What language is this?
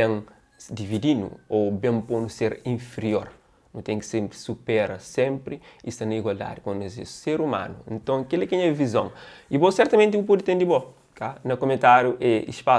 Kabuverdianu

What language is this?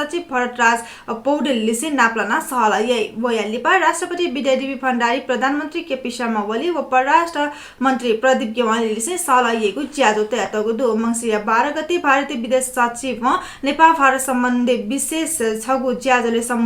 Newari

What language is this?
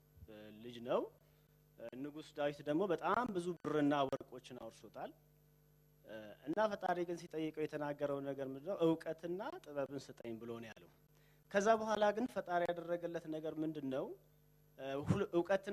Amharic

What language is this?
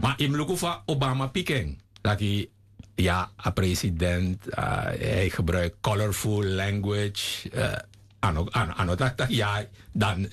Sranan Tongo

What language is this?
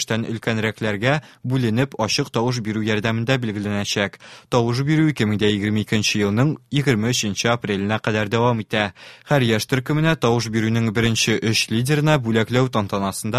Tatar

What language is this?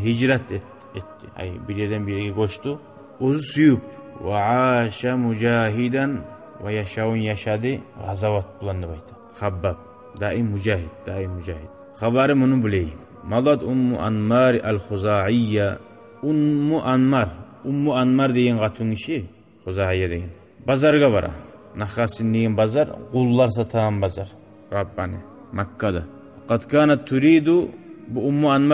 Kumyk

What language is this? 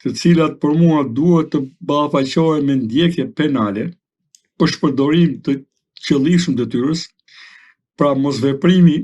Albanian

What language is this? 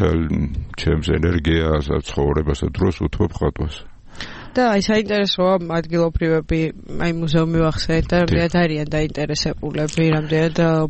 Georgian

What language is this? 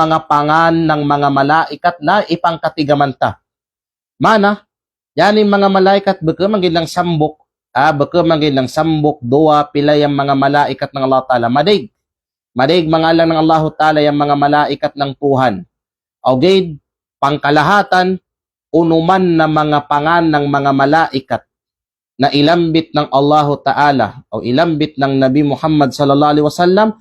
Kalagan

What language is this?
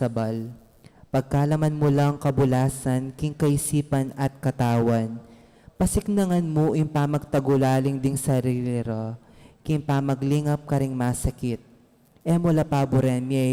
Pampanga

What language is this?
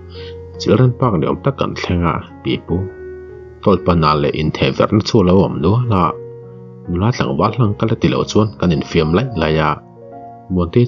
Mizo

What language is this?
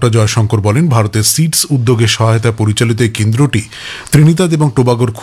Bangla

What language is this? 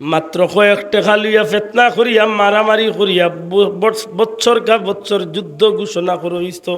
Sylheti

